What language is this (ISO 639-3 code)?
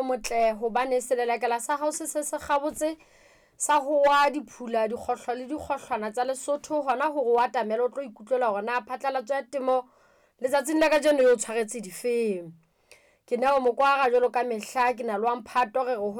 sot